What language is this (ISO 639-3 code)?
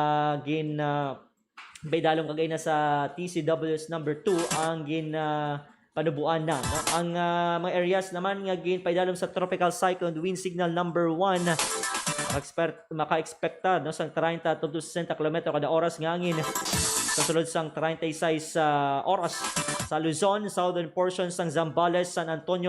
hil